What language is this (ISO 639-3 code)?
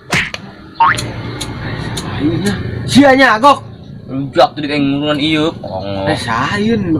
sun